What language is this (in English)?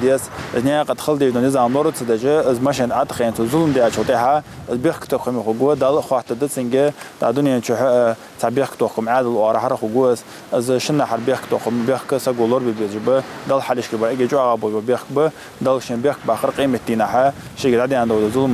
Ingush